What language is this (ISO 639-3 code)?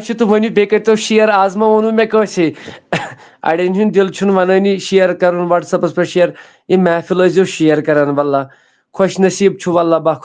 kas